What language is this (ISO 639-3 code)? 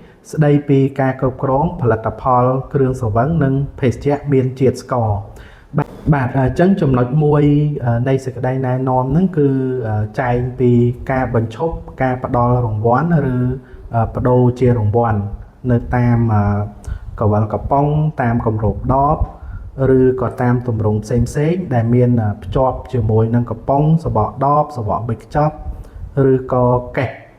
khm